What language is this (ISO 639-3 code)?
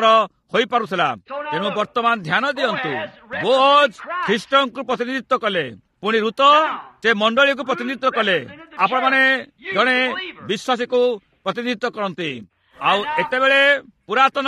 ori